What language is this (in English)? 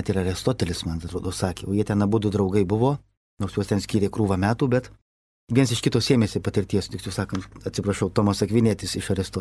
Lithuanian